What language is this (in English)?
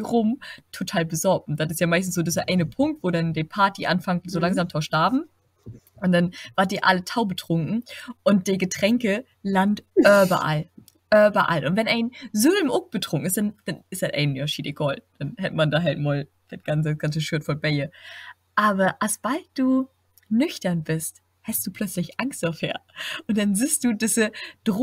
Low German